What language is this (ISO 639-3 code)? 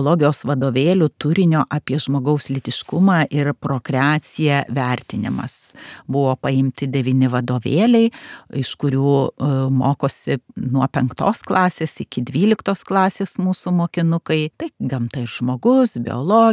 lit